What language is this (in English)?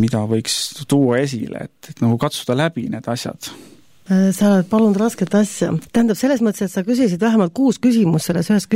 Estonian